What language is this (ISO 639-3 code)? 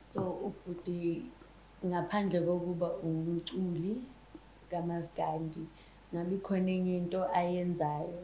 zul